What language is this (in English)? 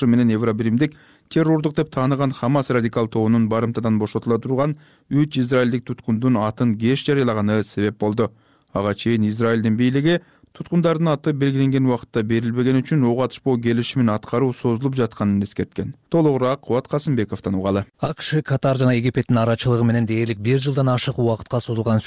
Kyrgyz